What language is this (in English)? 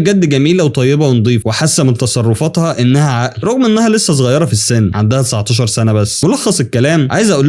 Egyptian Arabic